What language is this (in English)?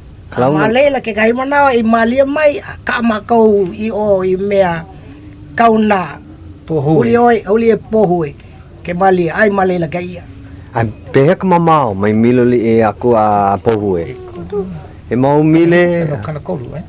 Hawaiian